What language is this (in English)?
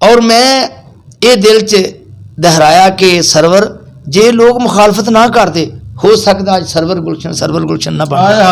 Western Panjabi